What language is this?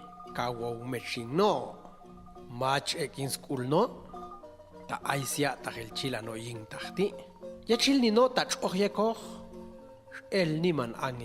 Popti'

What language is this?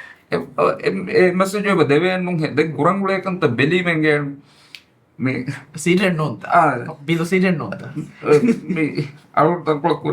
Divehi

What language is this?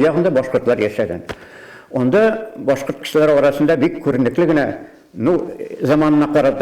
Bashkir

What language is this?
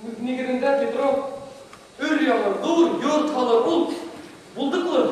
Bashkir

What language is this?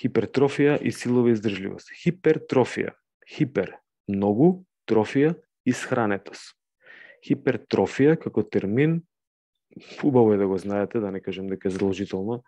Macedonian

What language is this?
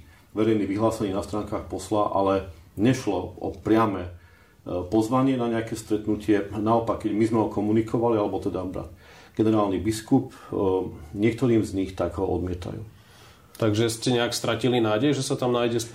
Slovak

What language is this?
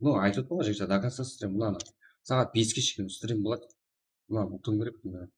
Kara-Kalpak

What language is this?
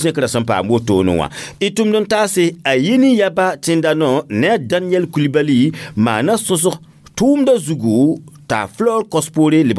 Mossi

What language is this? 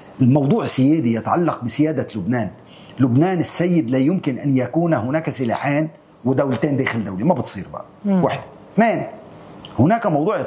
North Levantine Arabic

